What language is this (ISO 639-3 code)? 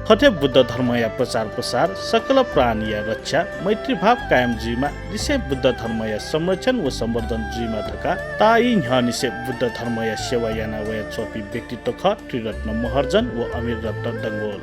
new